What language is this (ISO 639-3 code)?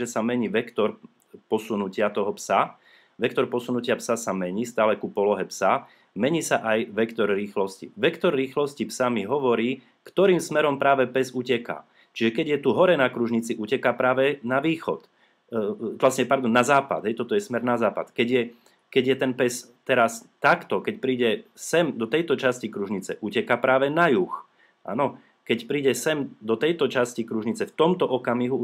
slk